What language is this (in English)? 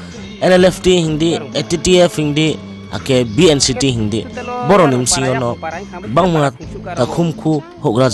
Riang (India)